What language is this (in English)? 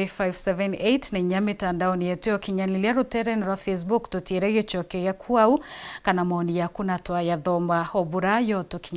Meru